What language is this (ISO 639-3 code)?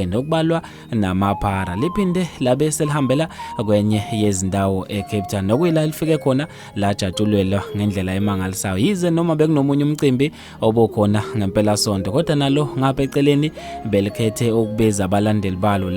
zul